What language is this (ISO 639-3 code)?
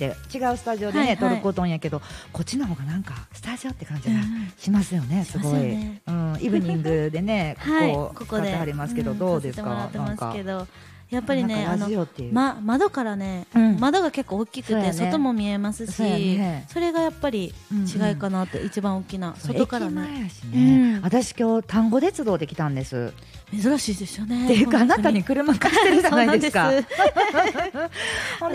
jpn